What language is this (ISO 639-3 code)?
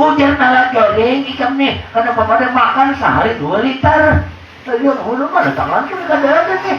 bjn